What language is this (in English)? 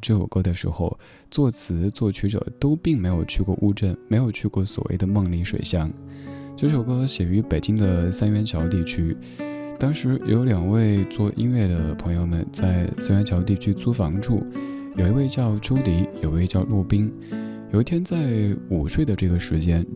Chinese